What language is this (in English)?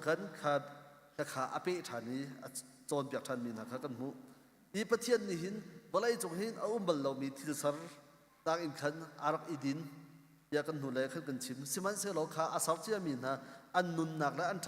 Hakha Chin